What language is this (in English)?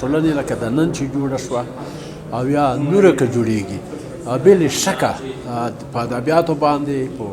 Pashto